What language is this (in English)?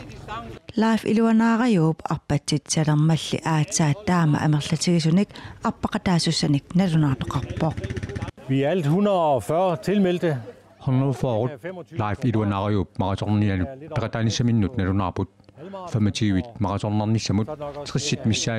Kalaallisut